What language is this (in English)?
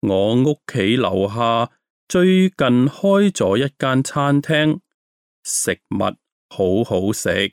Cantonese